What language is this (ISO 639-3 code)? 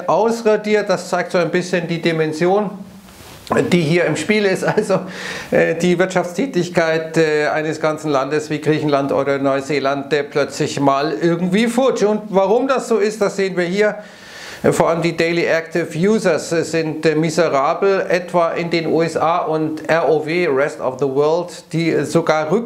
deu